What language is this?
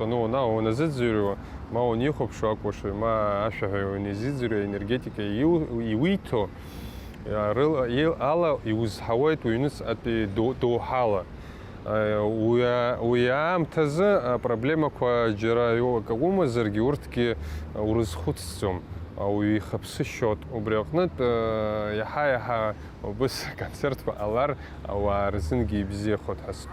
Abkhazian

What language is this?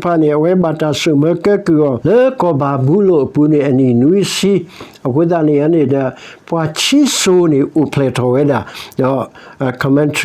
S'gaw Karen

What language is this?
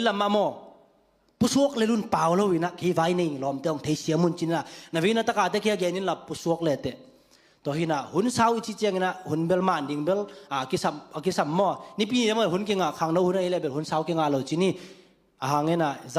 Tedim Chin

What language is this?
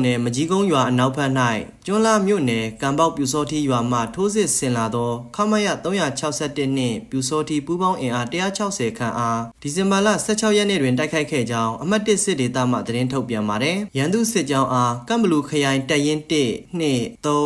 Burmese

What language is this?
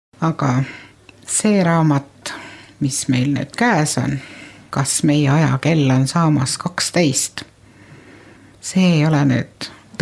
Estonian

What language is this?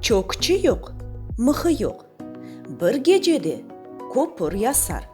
Crimean Tatar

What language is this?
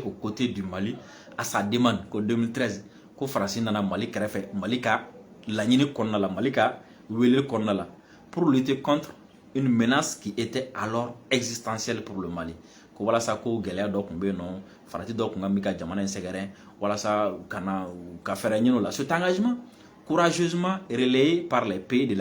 Bambara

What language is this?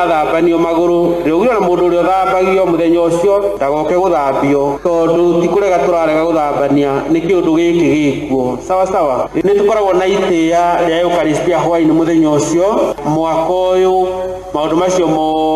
Kikuyu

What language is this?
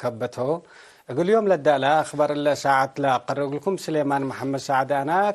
Tigre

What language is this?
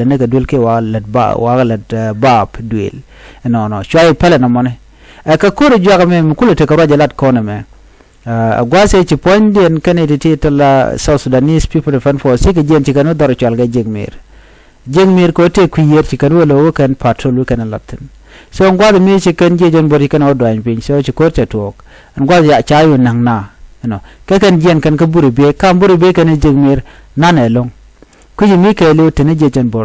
Nuer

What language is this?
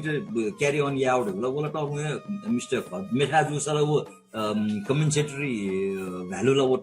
Newari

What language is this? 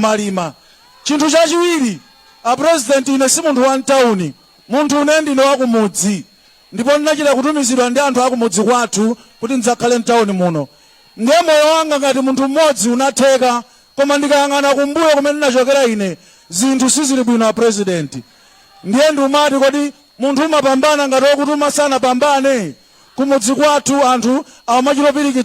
Nyanja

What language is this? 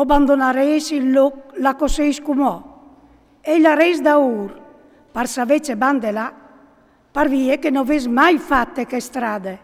Friulian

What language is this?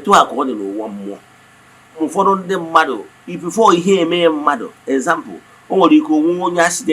Igbo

